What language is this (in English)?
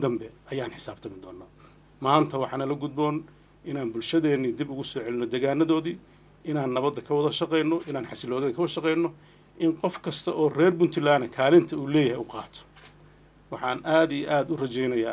Somali